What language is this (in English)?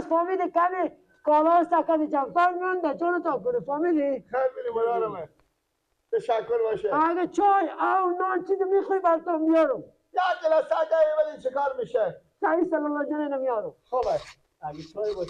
Persian